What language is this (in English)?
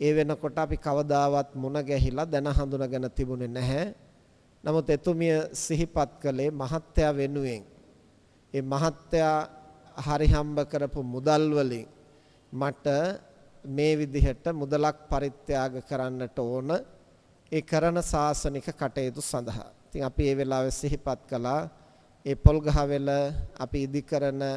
Sinhala